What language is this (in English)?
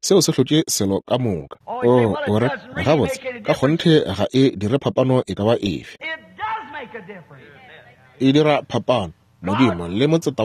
Northern Sotho